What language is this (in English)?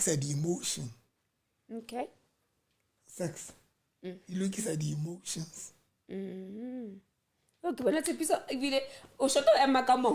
Southern Sotho